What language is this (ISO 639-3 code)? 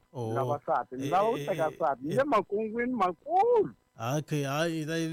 tso